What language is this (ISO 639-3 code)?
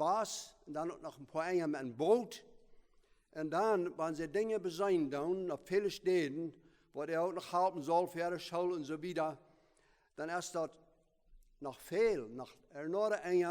pdt